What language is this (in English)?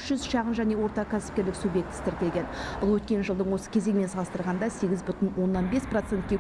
Kazakh